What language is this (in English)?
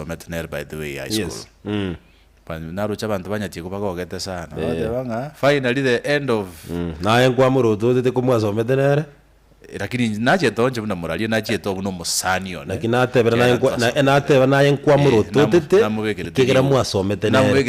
Gusii